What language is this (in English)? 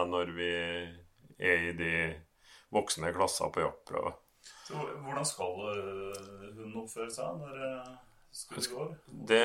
Norwegian